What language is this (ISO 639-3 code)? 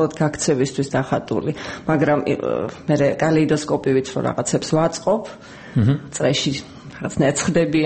kat